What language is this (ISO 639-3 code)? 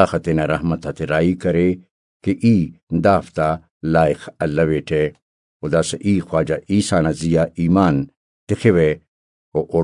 brh